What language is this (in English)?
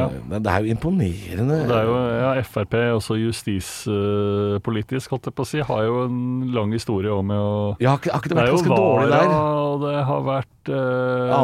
Norwegian